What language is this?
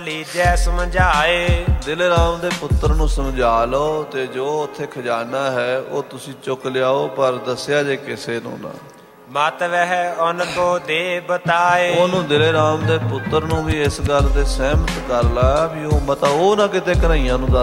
Punjabi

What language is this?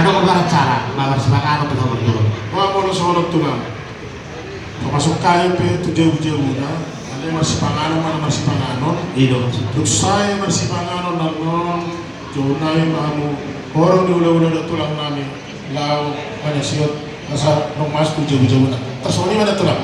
Batak Toba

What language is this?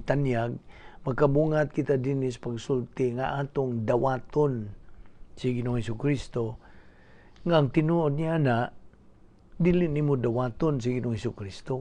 Cebuano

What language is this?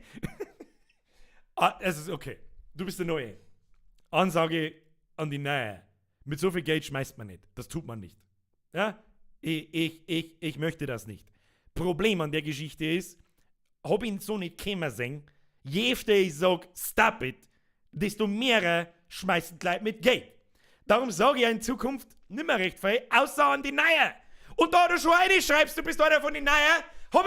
Bavarian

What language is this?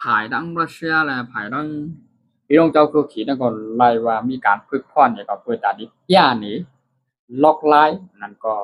Shan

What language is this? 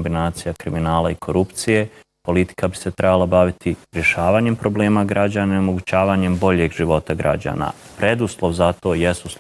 Bosnian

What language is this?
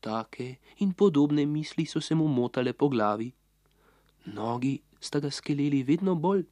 Slovenian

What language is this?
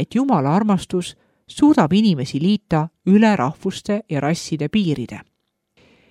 Estonian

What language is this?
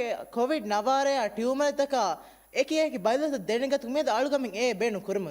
Divehi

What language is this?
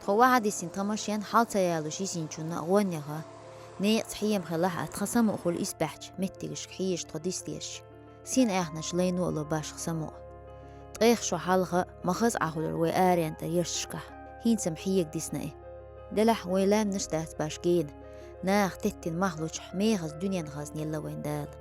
Chechen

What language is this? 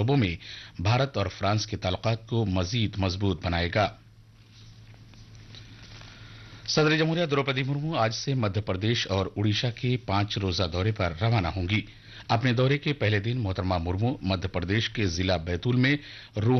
Urdu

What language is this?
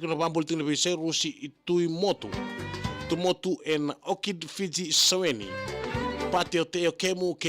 Fijian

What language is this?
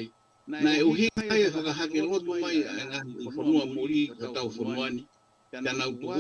Tongan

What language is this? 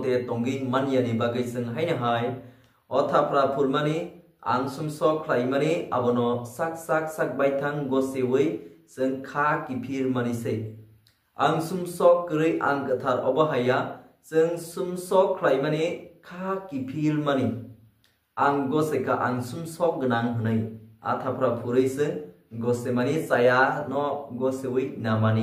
Kok Borok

